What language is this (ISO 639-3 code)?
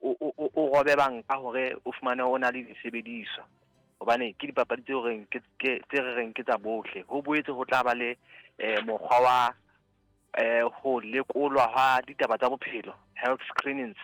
sot